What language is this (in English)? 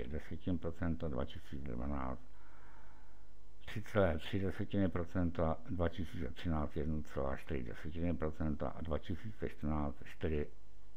Czech